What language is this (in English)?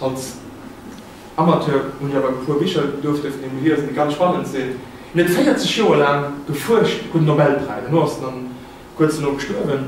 Luxembourgish